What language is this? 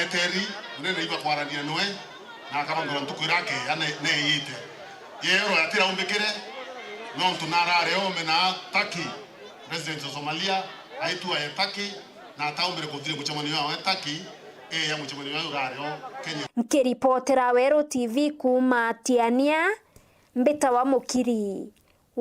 Meru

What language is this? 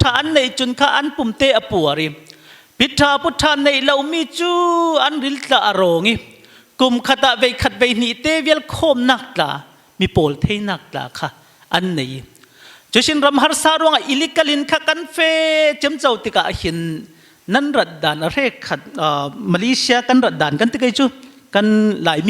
Falam Chin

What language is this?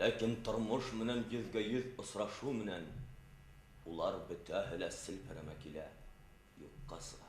Bashkir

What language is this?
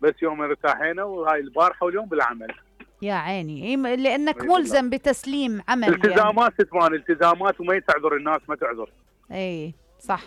Mesopotamian Arabic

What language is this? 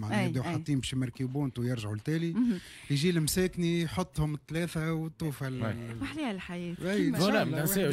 Tunisian Arabic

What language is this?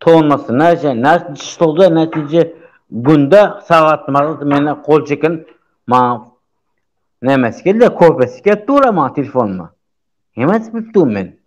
Turkmen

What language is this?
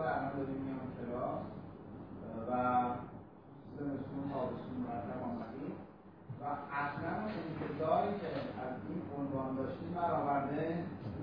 Persian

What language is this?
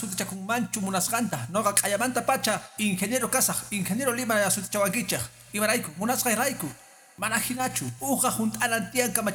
Quechua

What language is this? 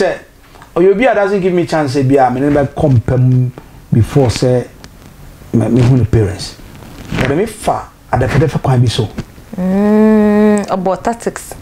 Akan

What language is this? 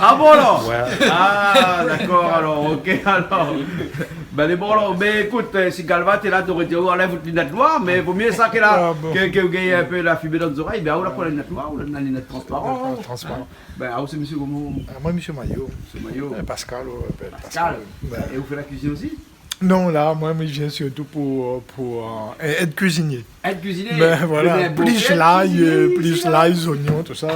Réunion Creole French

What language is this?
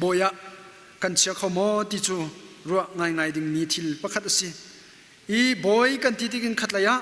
Hakha Chin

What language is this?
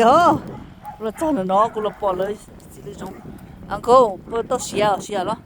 Hmong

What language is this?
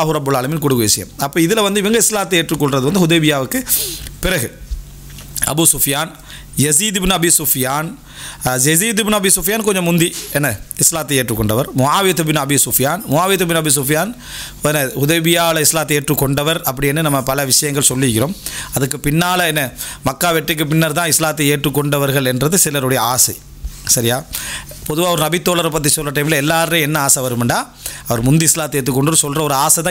Tamil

